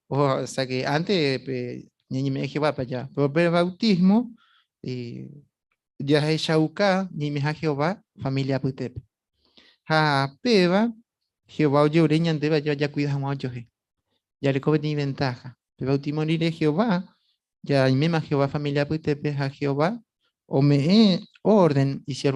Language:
Guarani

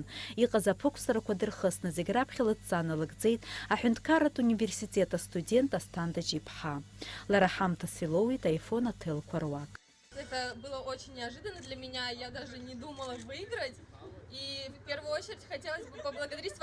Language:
Abkhazian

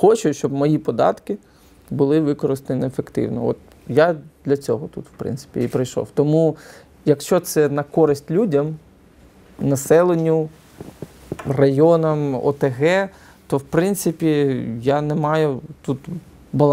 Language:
Ukrainian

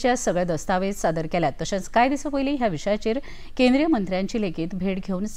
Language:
Konkani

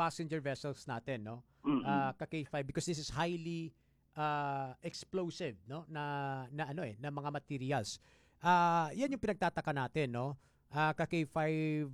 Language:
Filipino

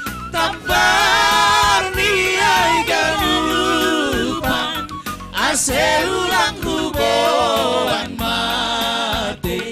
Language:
Batak Simalungun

